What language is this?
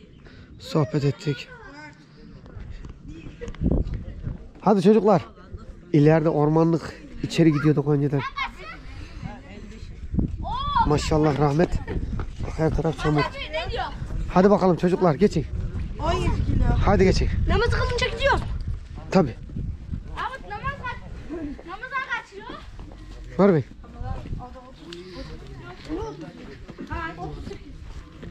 Turkish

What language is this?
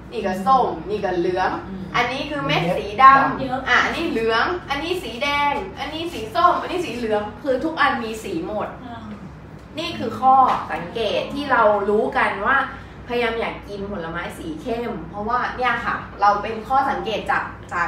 Thai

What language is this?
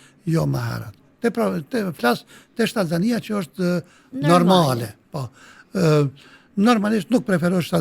Albanian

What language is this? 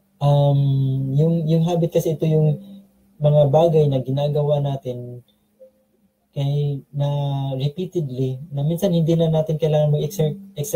Filipino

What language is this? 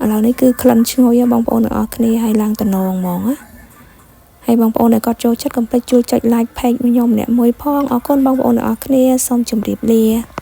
Khmer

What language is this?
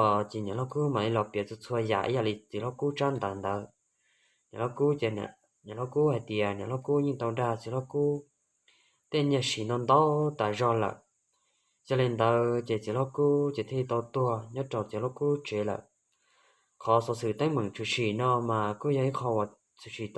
Hmong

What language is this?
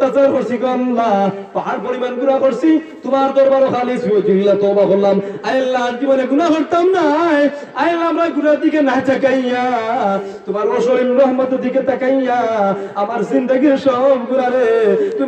Sylheti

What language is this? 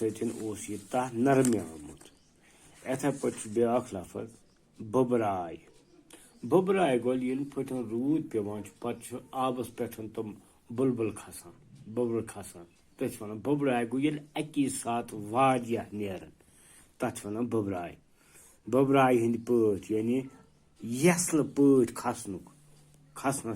Kashmiri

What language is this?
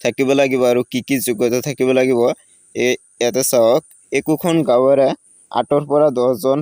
Assamese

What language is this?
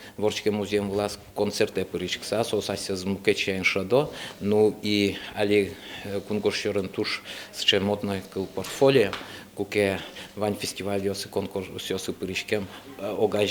Udmurt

